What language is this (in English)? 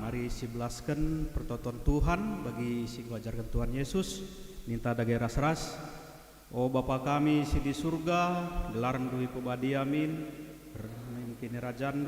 Batak Karo